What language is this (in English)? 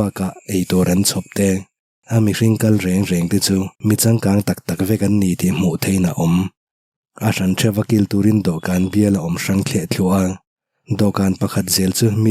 Mizo